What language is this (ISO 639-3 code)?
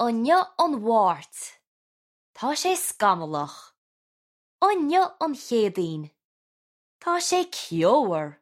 gle